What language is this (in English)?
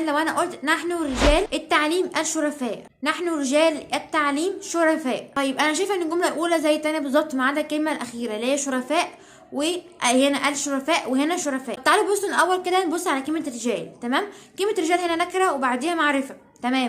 Egyptian Arabic